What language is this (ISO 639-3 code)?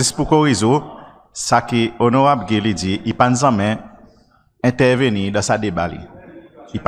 crs